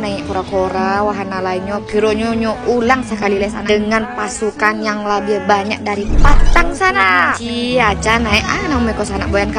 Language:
Minangkabau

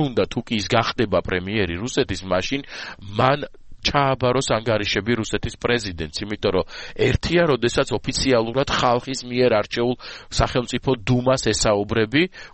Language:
Georgian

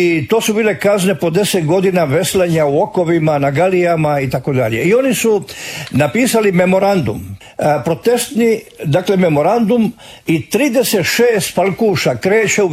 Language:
Croatian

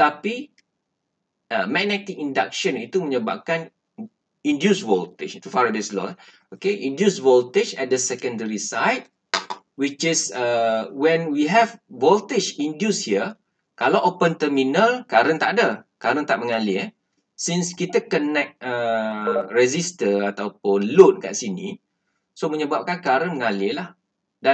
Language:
Malay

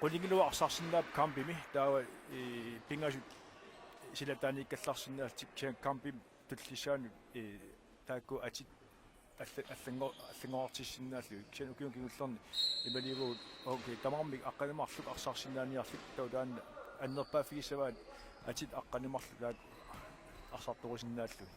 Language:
Kalaallisut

